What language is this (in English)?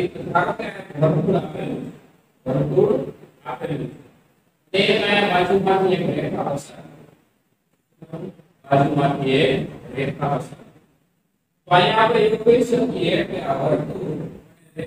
Gujarati